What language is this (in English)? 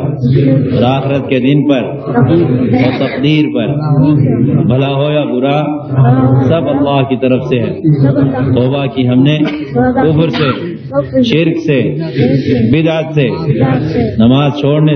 Urdu